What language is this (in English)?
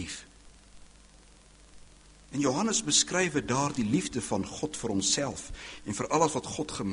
Afrikaans